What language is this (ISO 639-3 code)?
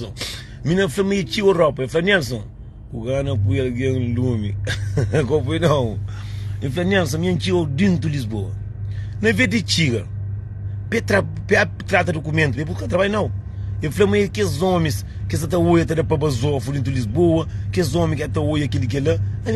kea